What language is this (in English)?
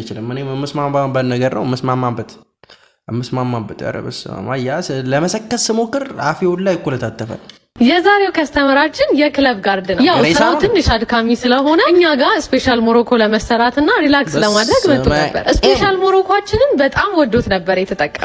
Amharic